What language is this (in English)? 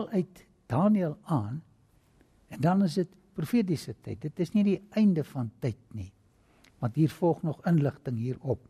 Afrikaans